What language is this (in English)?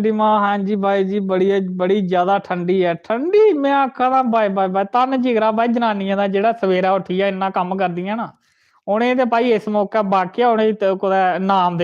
Dogri